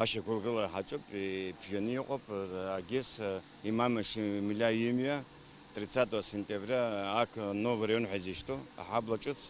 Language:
Abkhazian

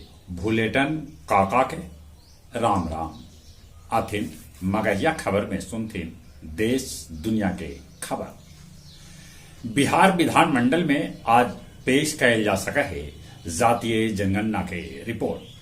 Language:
Magahi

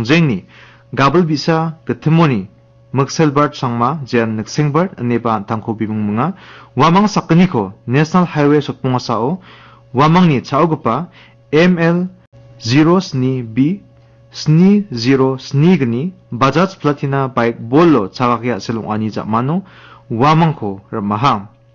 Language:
Garo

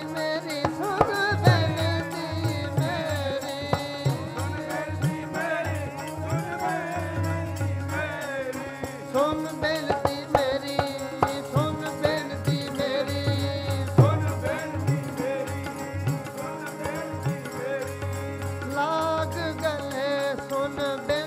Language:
Punjabi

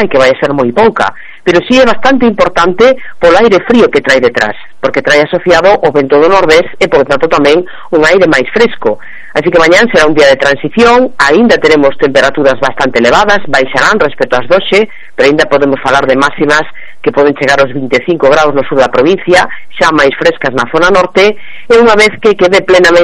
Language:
Galician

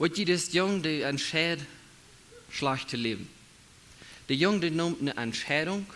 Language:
Plautdietsch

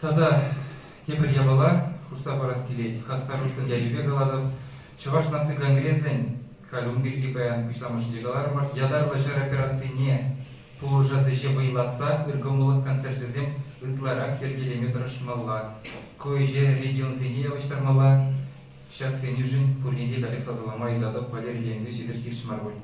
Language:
Chuvash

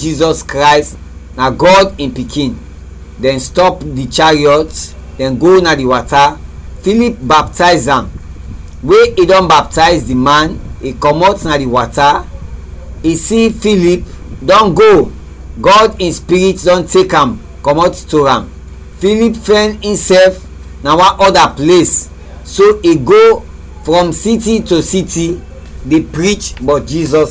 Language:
Krio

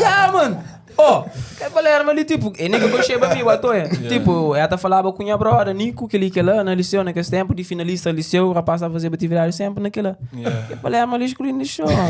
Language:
Kabuverdianu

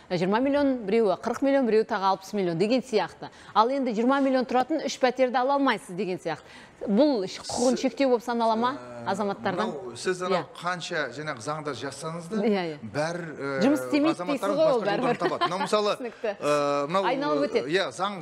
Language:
Kazakh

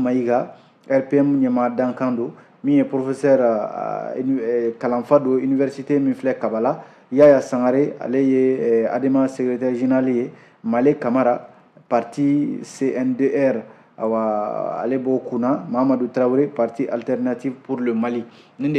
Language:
Bambara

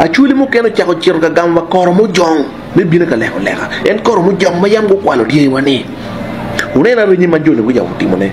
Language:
Acoli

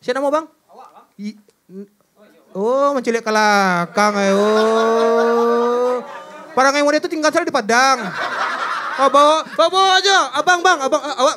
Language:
Minangkabau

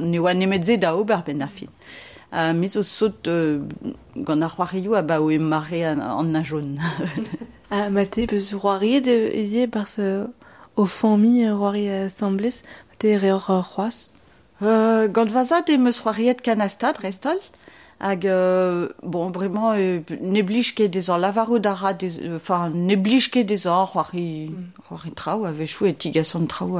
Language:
Breton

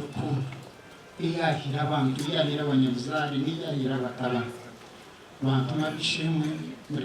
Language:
Nyankole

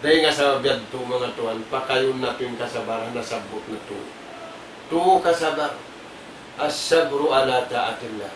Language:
Tausug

